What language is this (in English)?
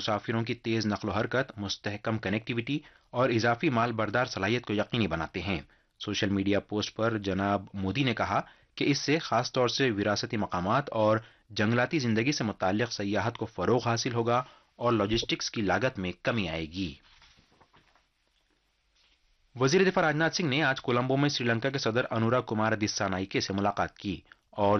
Urdu